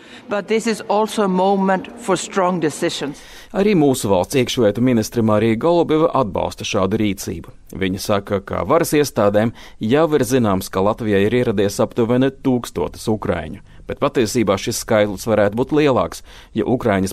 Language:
Latvian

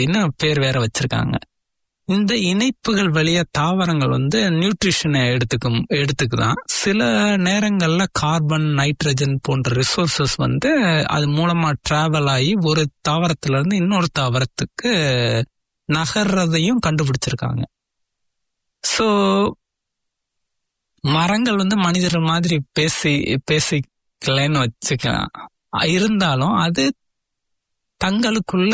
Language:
Tamil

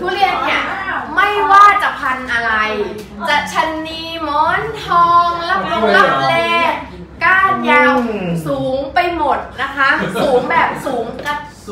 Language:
Thai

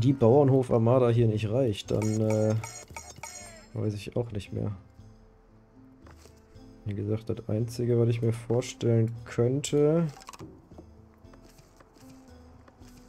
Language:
German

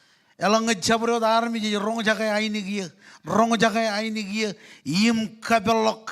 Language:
Marshallese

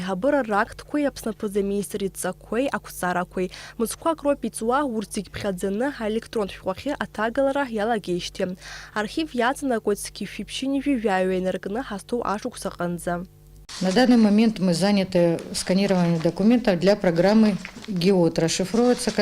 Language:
Abkhazian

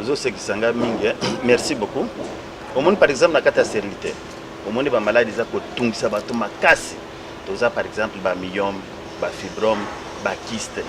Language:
Lingala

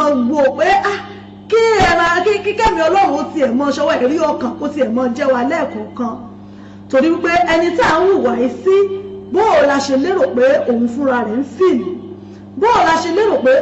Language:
Yoruba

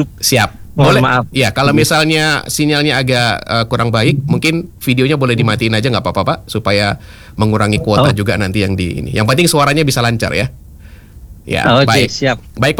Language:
Indonesian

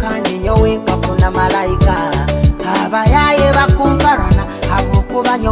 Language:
Nyoro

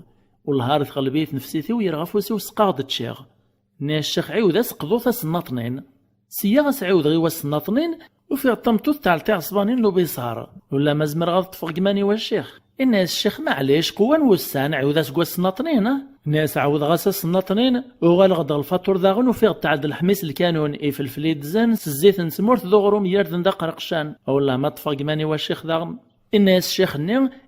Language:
Kabyle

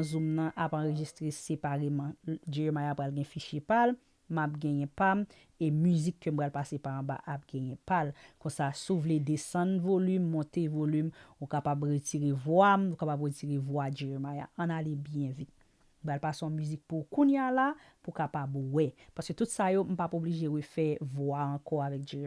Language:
Haitian Creole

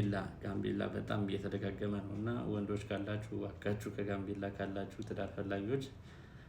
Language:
Amharic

